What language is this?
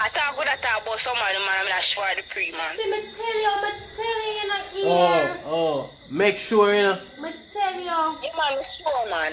Jamaican Creole English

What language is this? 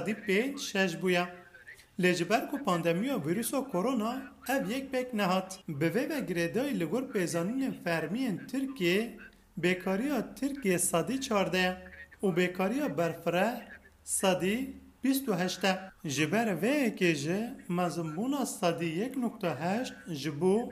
Kurdish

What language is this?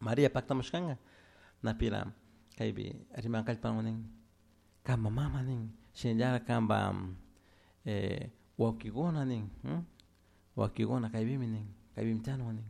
Chimborazo Highland Quichua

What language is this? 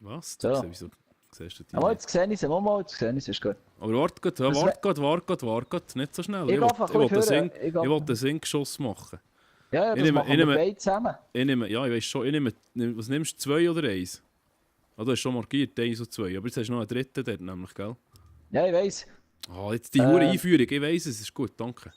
Swiss German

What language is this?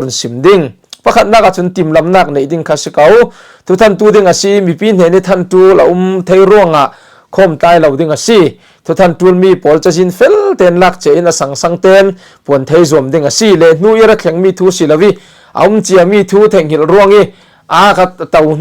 Falam Chin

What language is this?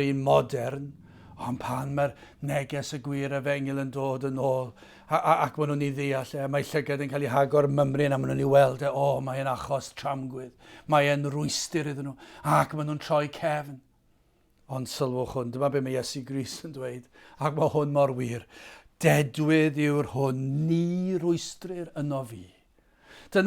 Welsh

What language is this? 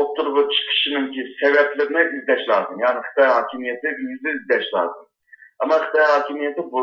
Uyghur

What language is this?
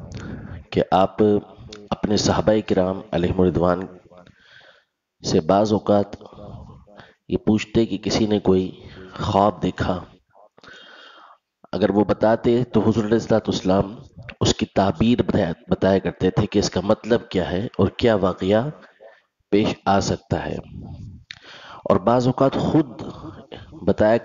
Urdu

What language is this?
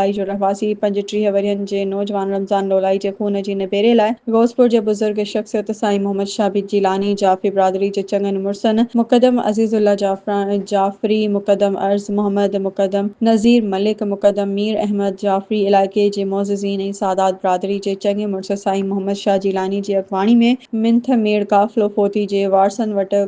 Sindhi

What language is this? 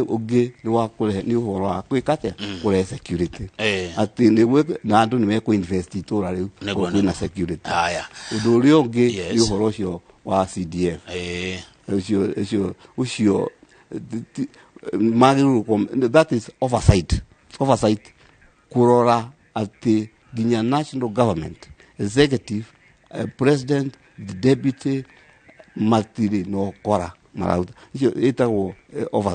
Kikuyu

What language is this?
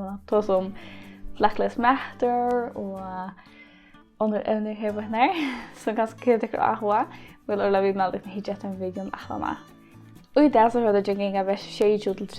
Faroese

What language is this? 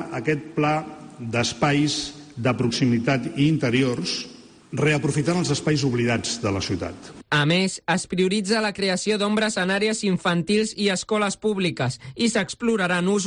Catalan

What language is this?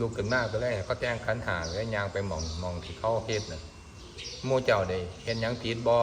Northeastern Thai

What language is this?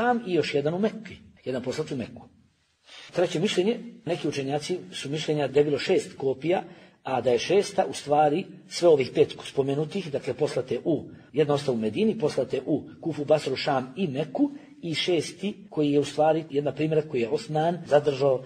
Bosnian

